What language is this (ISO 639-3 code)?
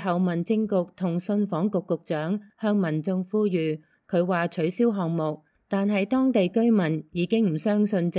yue